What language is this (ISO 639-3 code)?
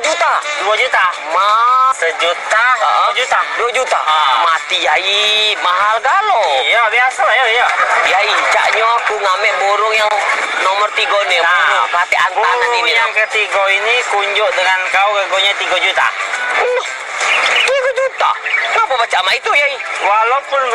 mui